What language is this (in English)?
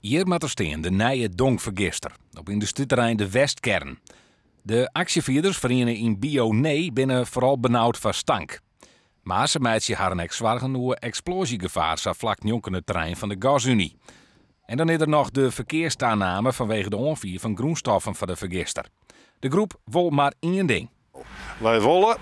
Western Frisian